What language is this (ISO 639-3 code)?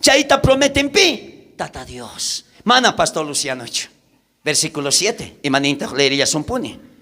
quh